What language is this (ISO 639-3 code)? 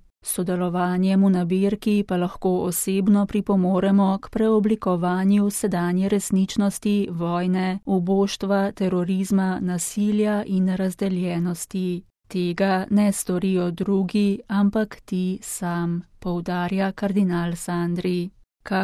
slv